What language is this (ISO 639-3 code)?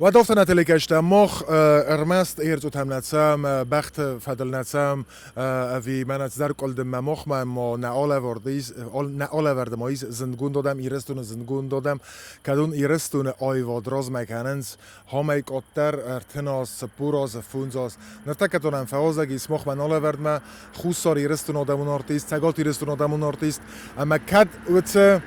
oss